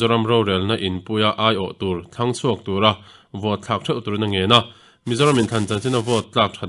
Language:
Mizo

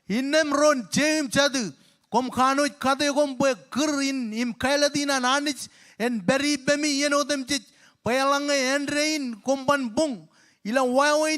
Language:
Marshallese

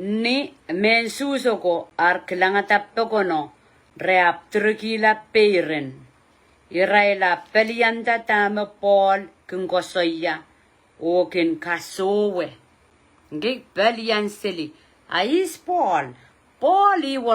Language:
Pohnpeian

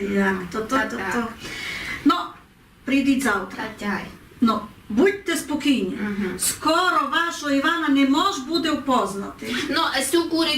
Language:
Rusyn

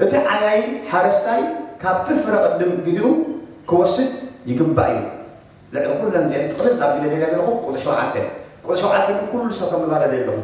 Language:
Tigrinya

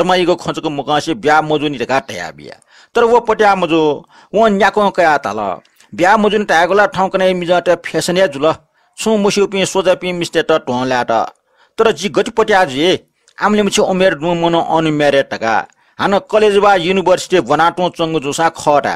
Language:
Newari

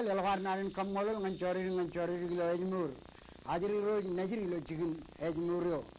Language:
Marshallese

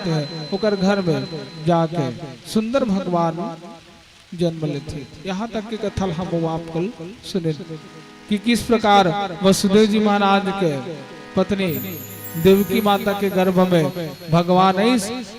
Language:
Chhattisgarhi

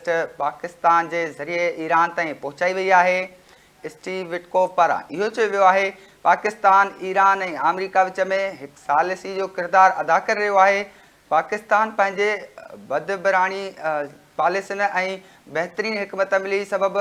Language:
Sindhi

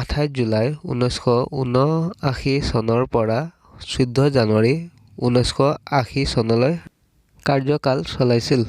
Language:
Assamese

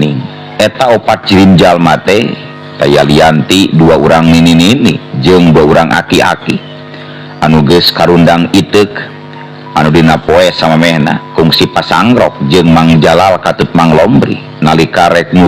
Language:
Sundanese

